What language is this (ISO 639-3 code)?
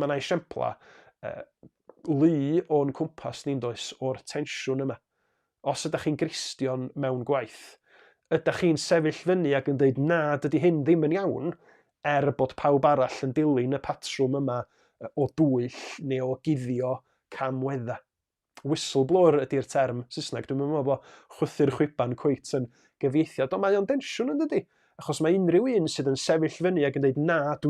cym